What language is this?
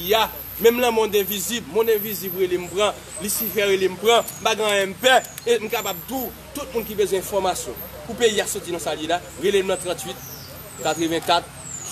Haitian Creole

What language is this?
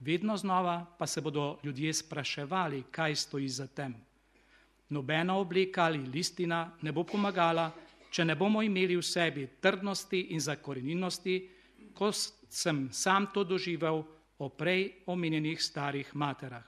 Slovenian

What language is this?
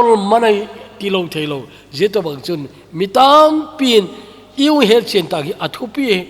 Thado Chin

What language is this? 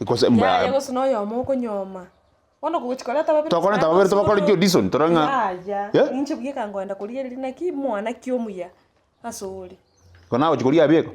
Gusii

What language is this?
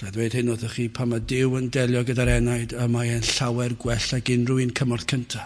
Welsh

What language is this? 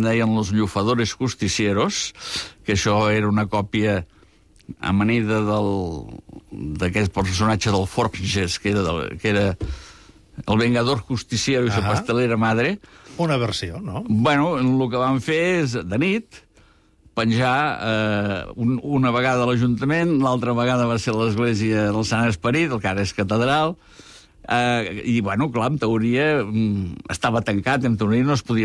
Catalan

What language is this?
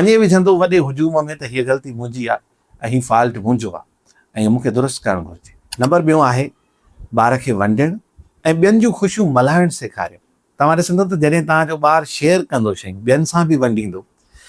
Sindhi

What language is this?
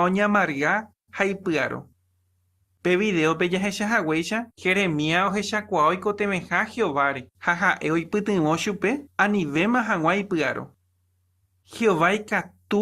Guarani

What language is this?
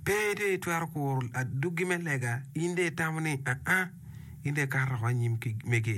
Acoli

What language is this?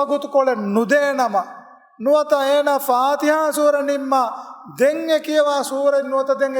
Divehi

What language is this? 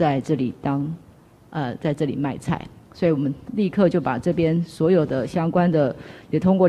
Chinese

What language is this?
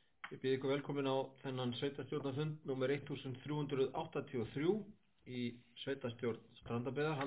Icelandic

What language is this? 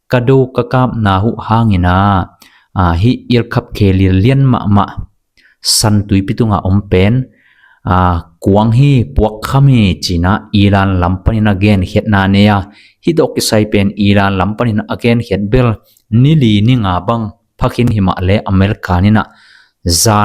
Tedim Chin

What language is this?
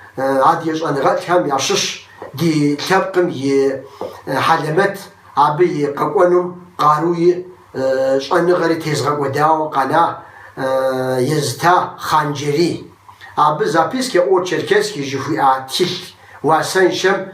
Kabardian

